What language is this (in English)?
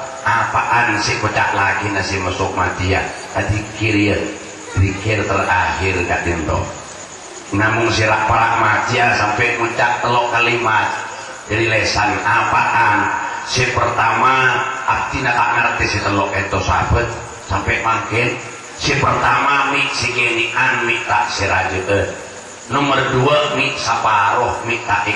Madurese